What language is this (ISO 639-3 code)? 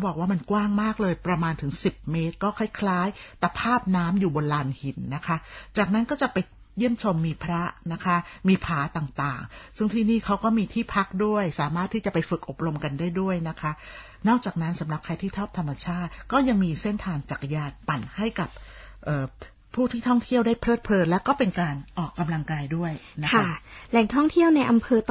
tha